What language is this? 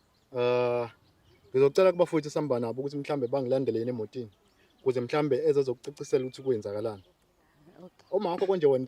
Zulu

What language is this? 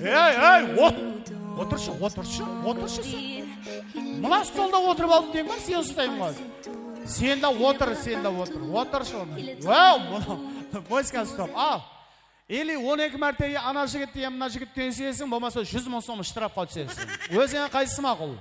Kara-Kalpak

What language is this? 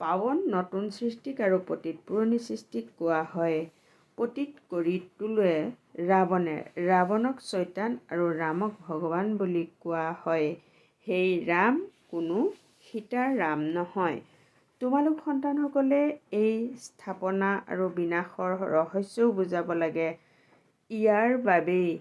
Assamese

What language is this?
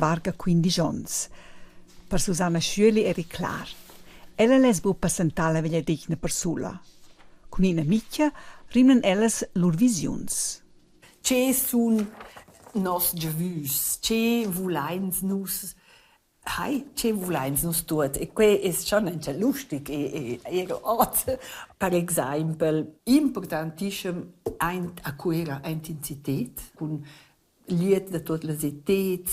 Romansh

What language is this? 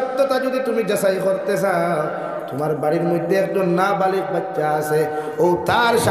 Sylheti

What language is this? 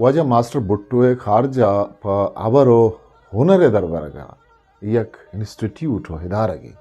Eastern Balochi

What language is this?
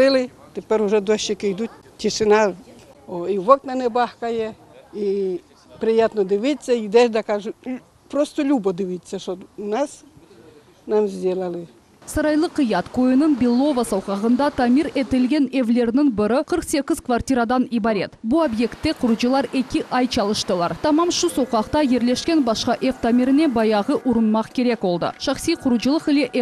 Crimean Tatar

